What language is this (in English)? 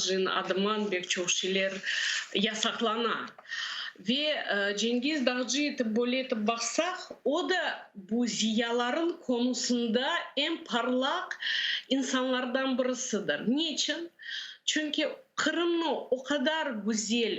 Crimean Tatar